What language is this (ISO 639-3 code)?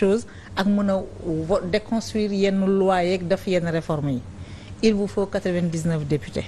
wol